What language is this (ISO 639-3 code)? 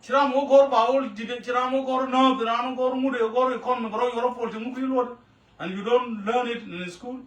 nus